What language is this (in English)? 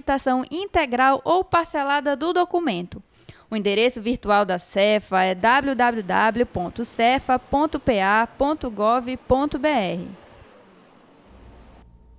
Portuguese